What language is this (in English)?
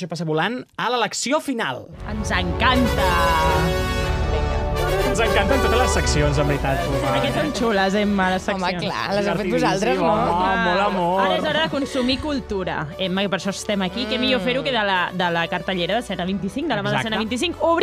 Catalan